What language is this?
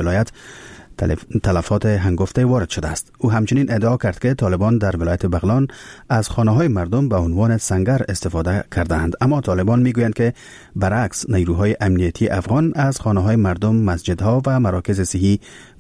Persian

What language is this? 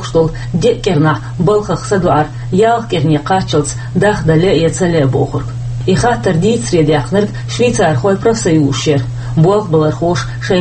Chechen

